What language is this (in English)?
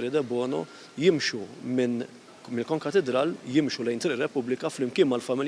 Maltese